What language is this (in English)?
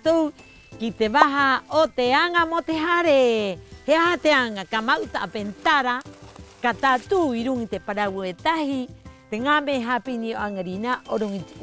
Rapanui